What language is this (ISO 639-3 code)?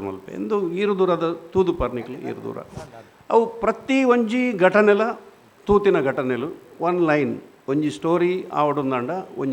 tcy